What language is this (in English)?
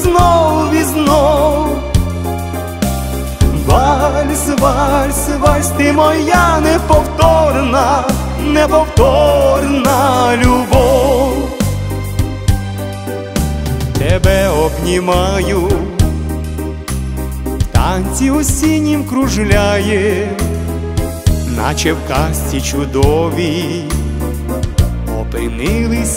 Ukrainian